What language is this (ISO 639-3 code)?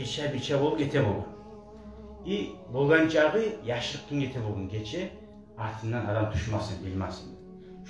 kum